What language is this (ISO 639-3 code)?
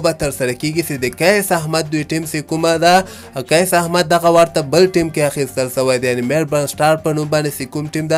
pus